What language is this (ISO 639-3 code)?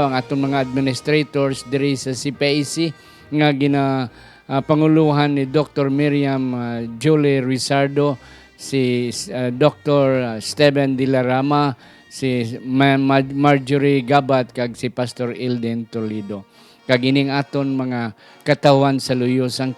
hil